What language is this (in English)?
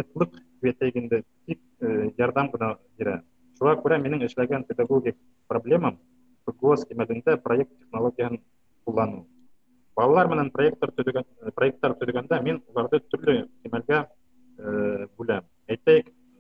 Bashkir